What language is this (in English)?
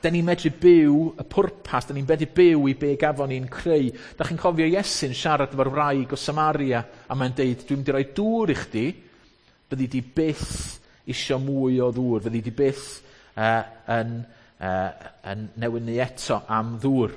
Welsh